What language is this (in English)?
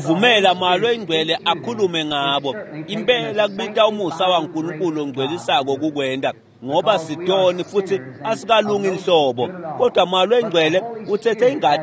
Swati